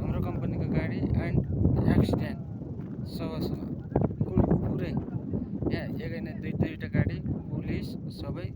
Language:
Nepali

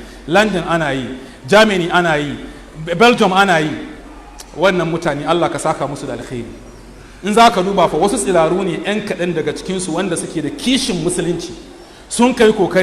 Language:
Hausa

